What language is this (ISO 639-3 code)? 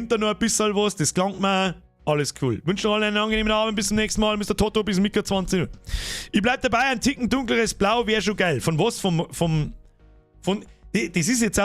bar